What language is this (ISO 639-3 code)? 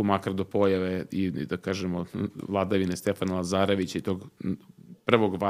srp